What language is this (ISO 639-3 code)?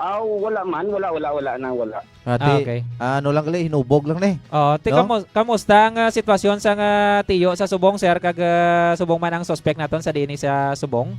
hil